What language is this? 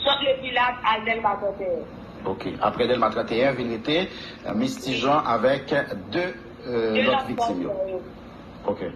Haitian Creole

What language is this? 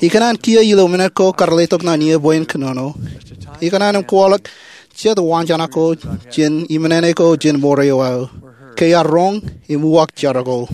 Marshallese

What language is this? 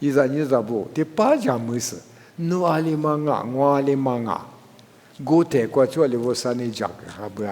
Lisu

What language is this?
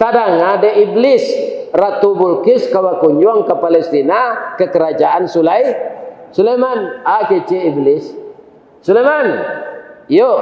Minangkabau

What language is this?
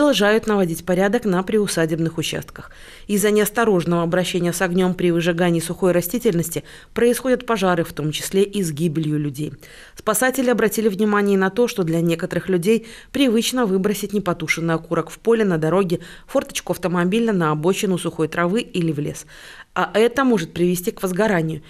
Russian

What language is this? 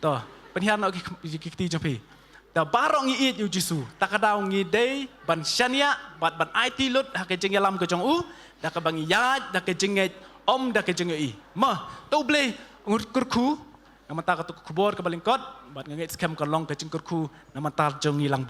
Khasi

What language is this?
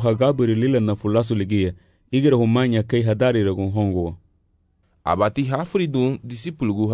Garifuna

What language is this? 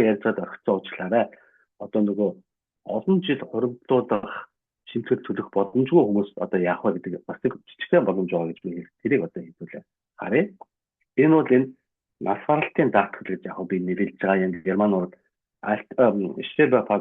Mongolian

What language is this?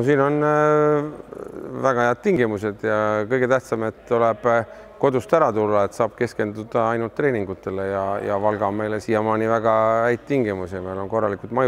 Estonian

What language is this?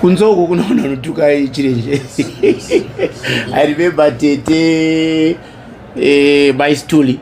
Shona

